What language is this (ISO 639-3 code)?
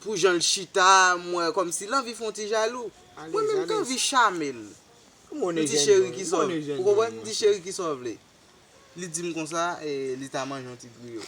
hat